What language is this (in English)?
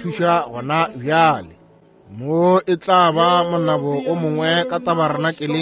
Northern Sotho